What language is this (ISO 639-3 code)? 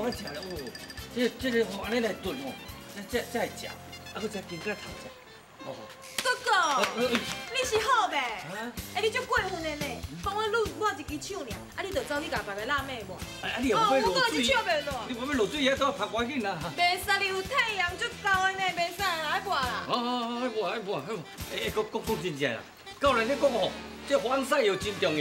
nan